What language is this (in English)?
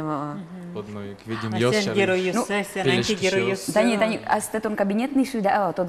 Udmurt